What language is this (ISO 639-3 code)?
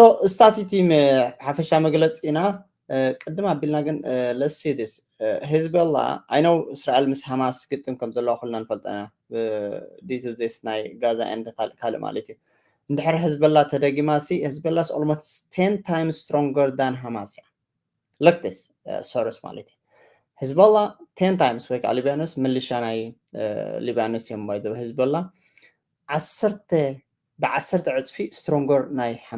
tir